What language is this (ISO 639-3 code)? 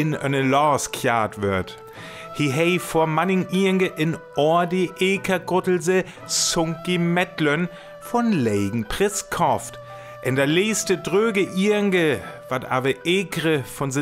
frr